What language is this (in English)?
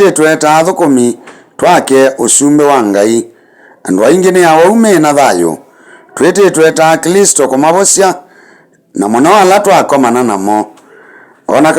Kamba